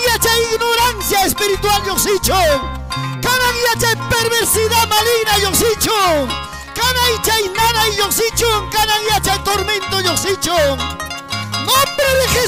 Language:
Ayacucho Quechua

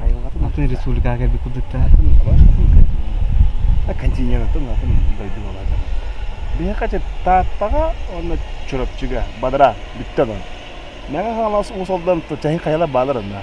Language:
Yakut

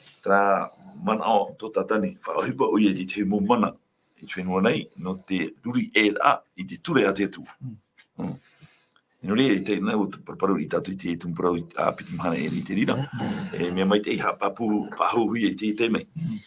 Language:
Tahitian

